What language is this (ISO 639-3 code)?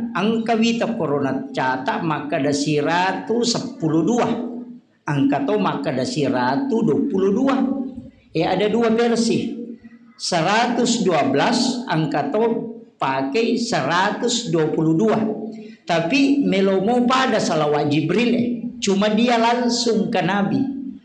bug